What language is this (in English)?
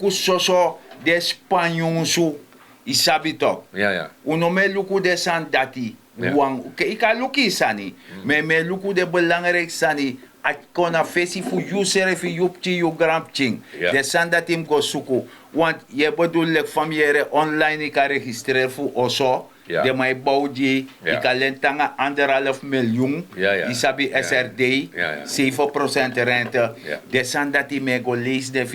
Sranan Tongo